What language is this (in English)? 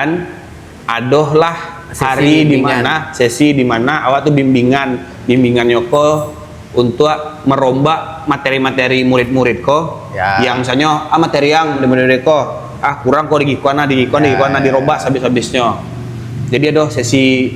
Minangkabau